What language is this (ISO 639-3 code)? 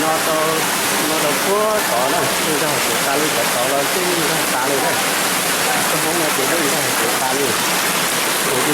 hmn